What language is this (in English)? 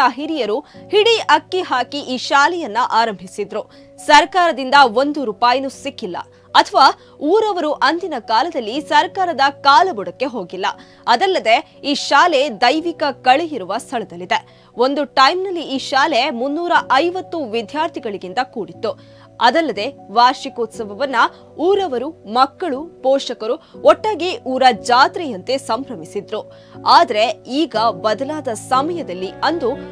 Kannada